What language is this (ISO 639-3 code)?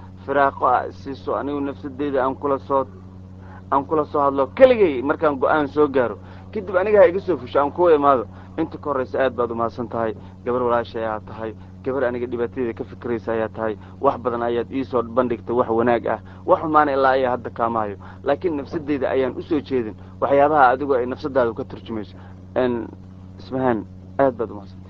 som